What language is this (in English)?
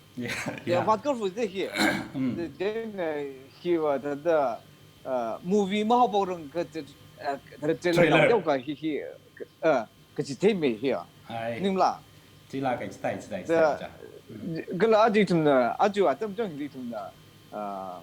Tangkhul Naga (India)